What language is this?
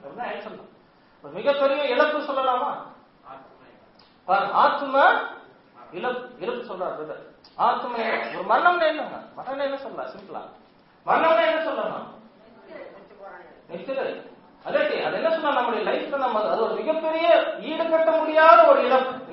Tamil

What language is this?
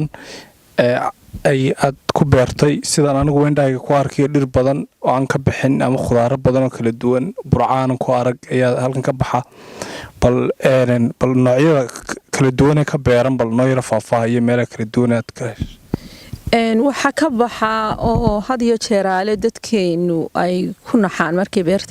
Somali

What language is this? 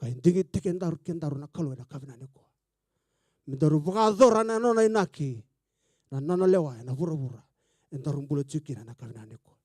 Fijian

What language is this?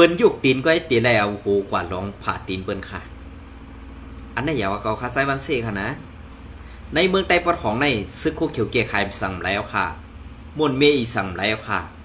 Shan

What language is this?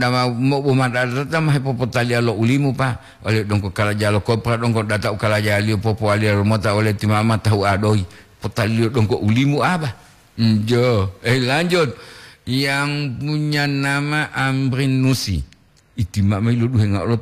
Gorontalo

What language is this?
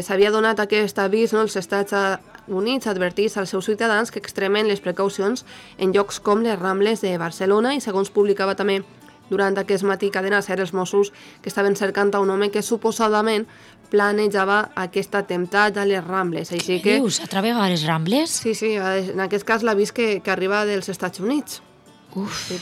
Catalan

